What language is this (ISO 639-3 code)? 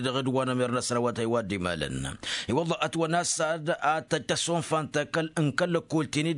taq